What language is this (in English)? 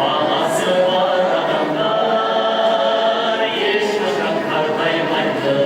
Kara-Kalpak